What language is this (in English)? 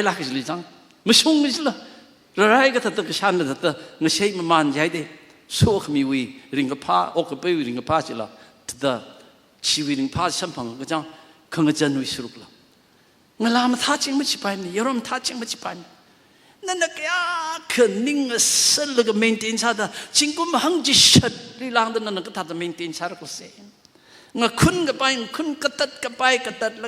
Tangkhul Naga (India)